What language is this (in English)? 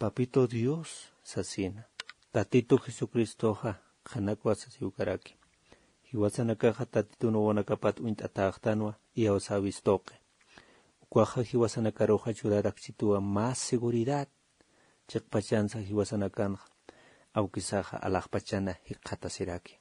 Aymara